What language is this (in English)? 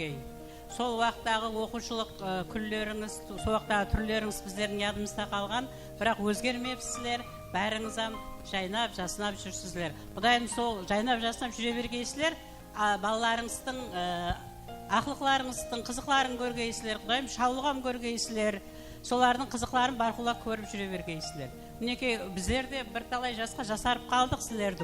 Kara-Kalpak